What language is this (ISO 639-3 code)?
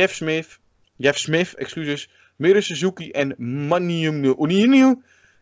nld